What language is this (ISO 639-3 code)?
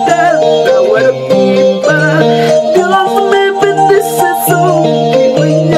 quy